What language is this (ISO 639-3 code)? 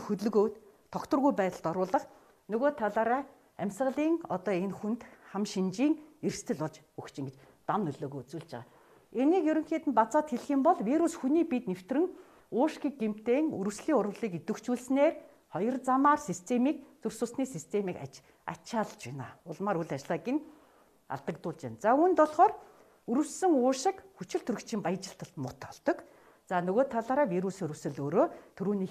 mon